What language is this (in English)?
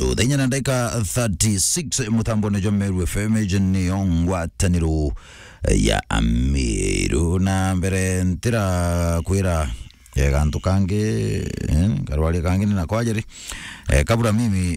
Meru